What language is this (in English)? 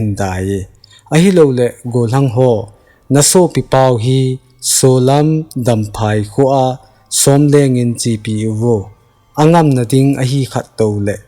Thado Chin